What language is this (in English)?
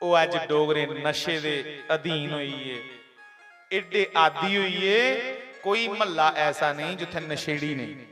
Dogri